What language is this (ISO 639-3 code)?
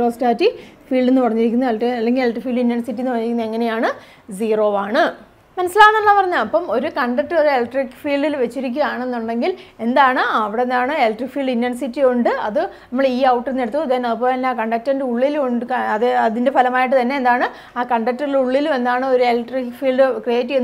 mal